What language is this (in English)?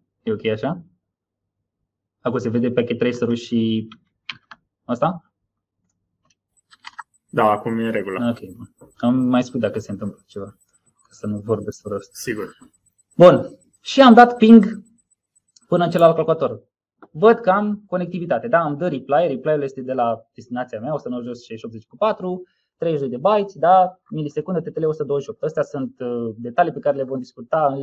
Romanian